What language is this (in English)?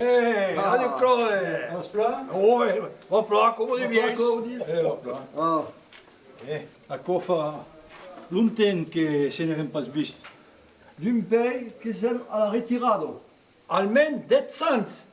Occitan